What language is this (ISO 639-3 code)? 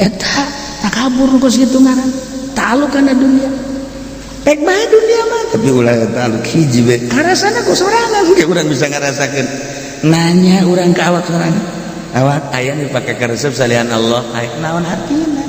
sun